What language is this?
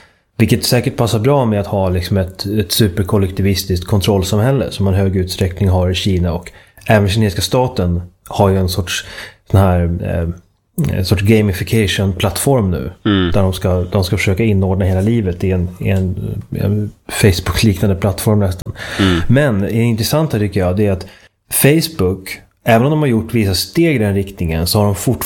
Swedish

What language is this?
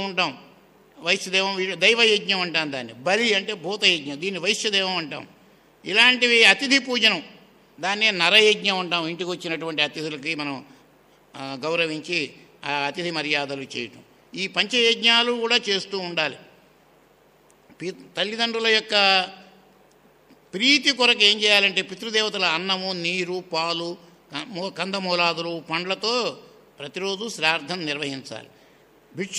Telugu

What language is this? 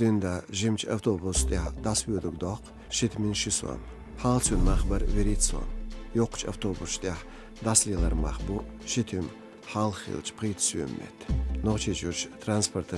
Chechen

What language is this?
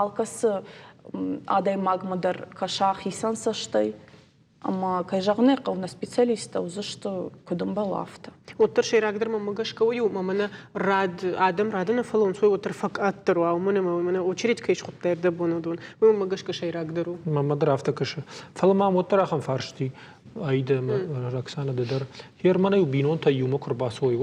Ossetic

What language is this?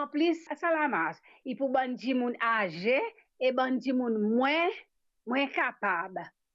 Morisyen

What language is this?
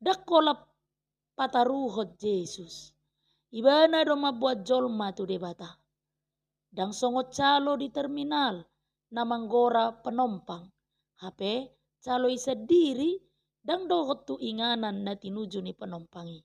Batak Toba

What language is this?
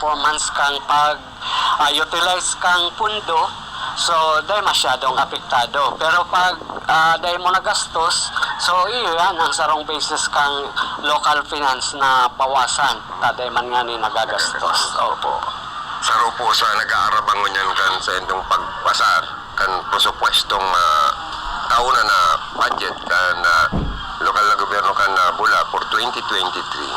Bikol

